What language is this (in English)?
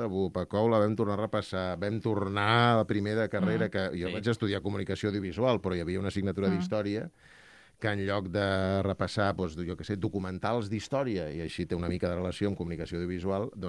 Catalan